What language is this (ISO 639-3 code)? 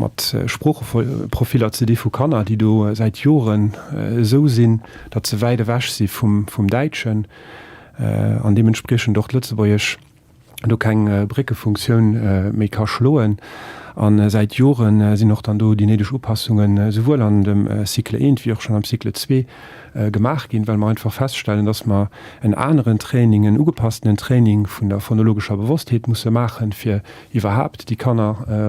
ltz